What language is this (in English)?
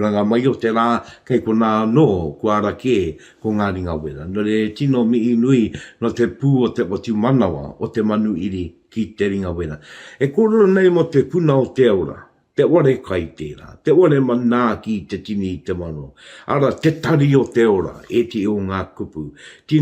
Māori